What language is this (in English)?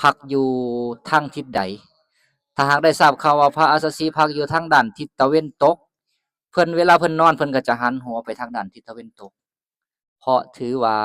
Lao